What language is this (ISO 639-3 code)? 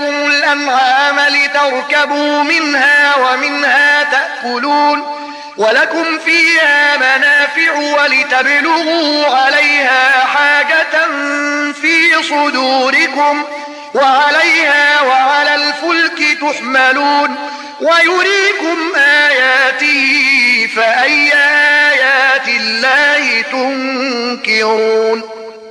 ara